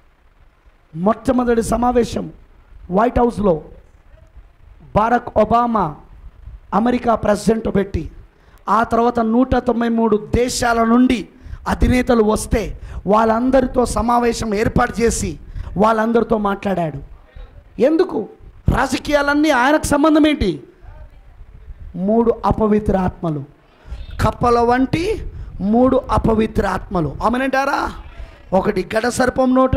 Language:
Telugu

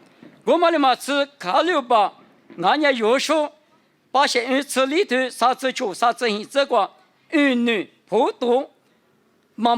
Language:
Lisu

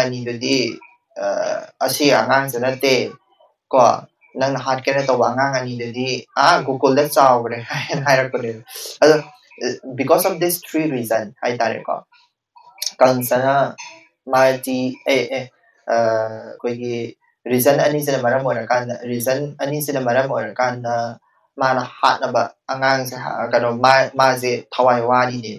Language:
Manipuri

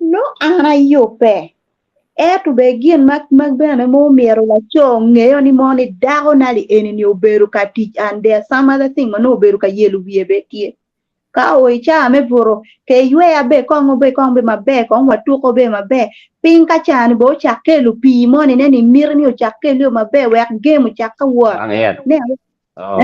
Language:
Acoli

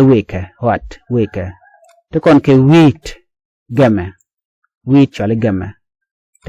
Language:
Nuer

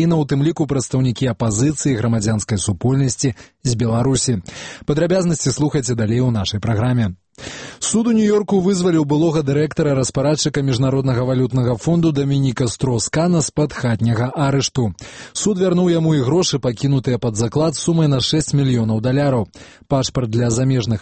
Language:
Belarusian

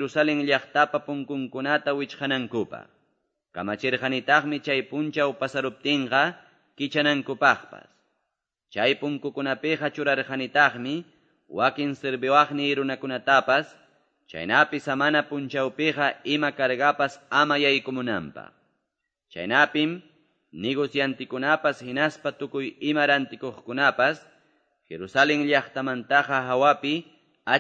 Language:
Quechua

